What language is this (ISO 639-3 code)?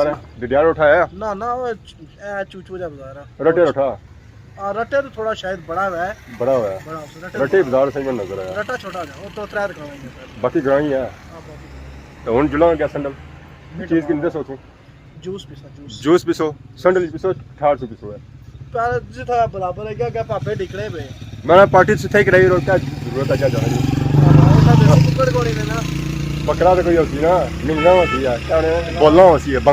phr